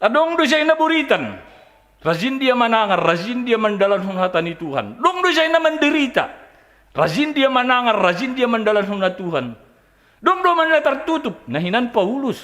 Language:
Batak Simalungun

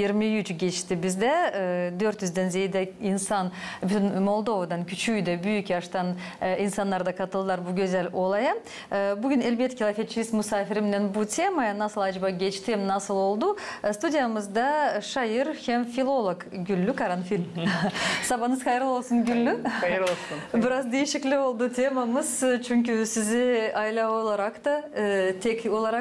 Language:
Gagauz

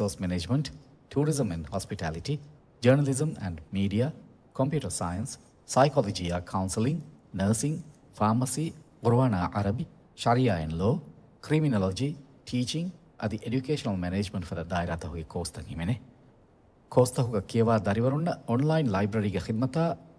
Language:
Divehi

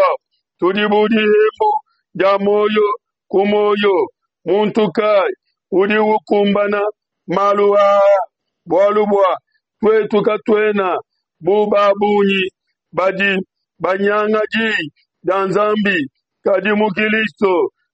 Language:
Luba-Lulua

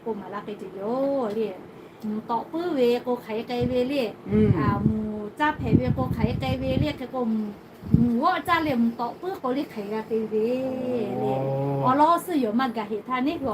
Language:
Lahu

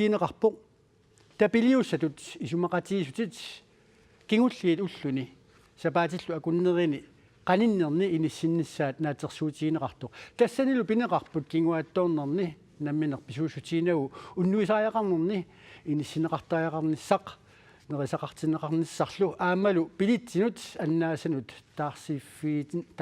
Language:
Kalaallisut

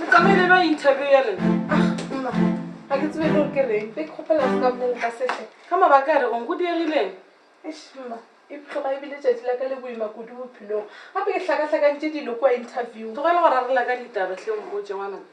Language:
Northern Sotho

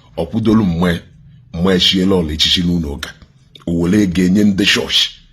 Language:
Igbo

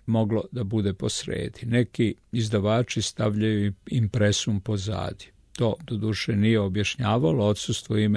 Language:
Serbian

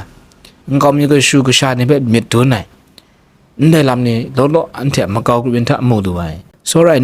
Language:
Kachin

